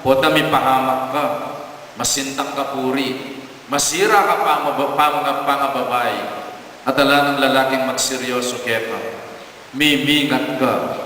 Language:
Pampanga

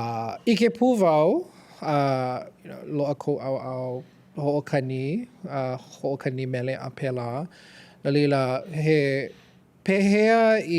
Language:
Hawaiian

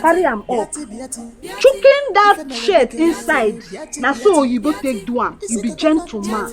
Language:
Nigerian Pidgin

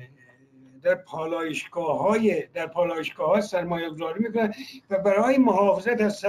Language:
Persian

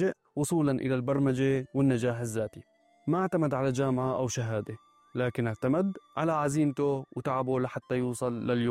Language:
North Levantine Arabic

